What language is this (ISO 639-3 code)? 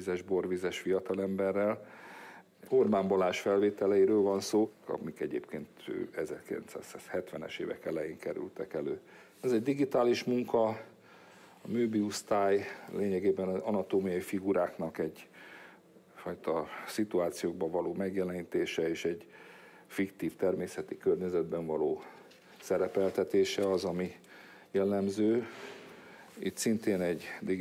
hun